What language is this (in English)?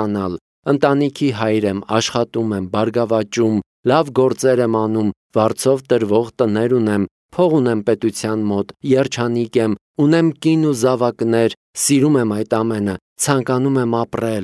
Armenian